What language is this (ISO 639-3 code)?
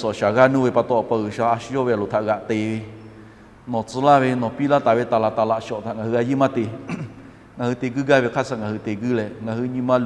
lhu